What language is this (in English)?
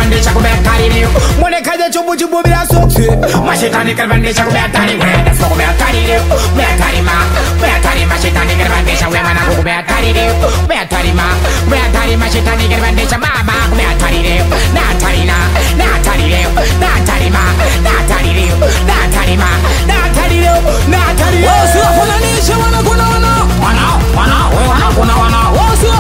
Swahili